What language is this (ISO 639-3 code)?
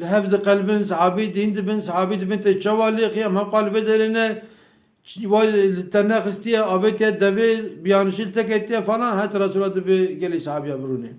kur